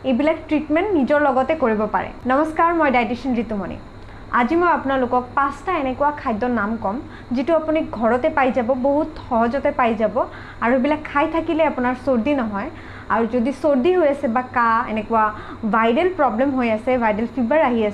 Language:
Assamese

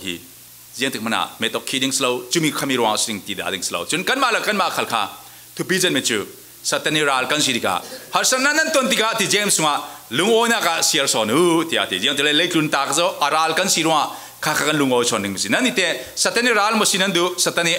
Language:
Falam Chin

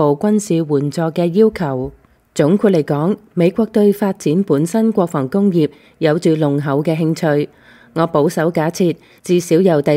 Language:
Cantonese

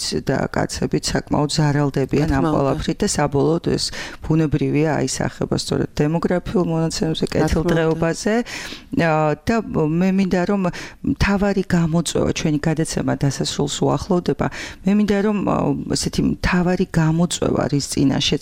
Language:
Georgian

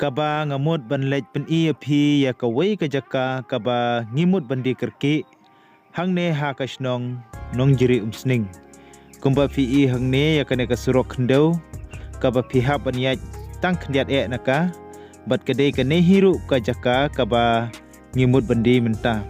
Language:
Khasi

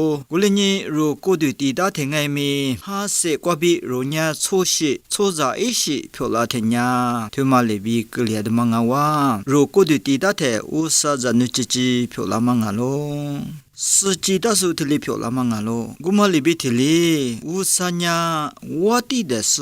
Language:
Lisu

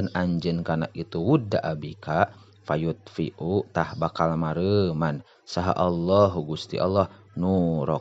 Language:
Sundanese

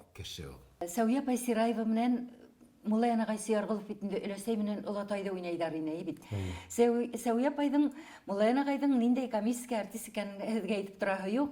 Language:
Bashkir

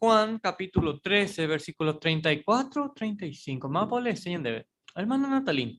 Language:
Guarani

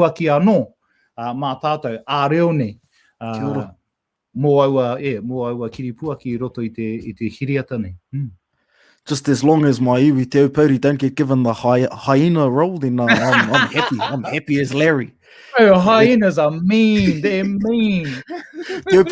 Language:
Māori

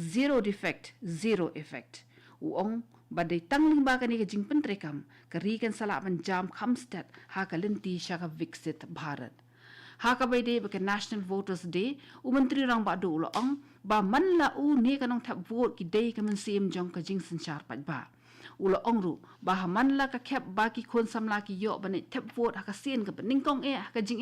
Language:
Khasi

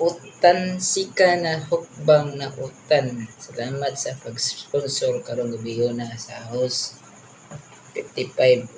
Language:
Cebuano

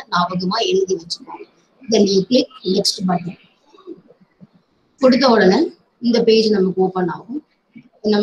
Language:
Tamil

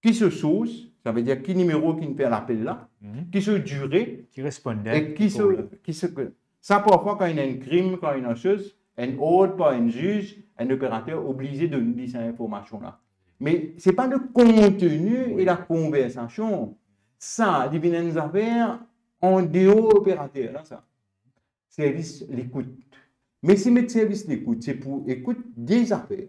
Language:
Morisyen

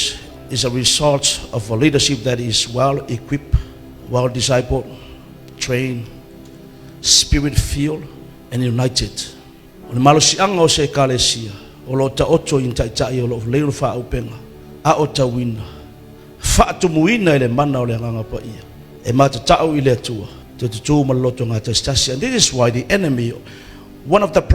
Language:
Samoan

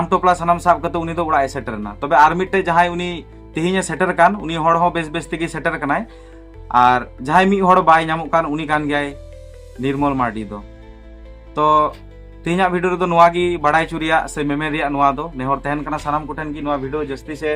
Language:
Santali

